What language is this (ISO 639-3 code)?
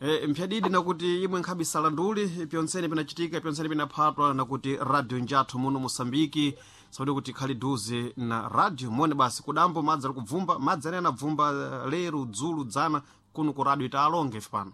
seh